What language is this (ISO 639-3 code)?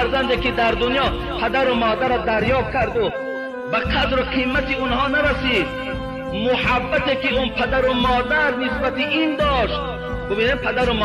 tgk